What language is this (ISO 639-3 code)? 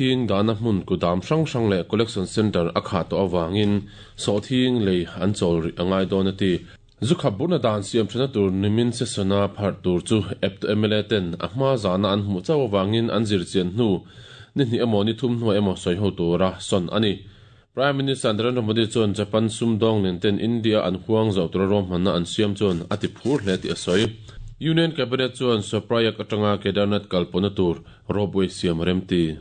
lus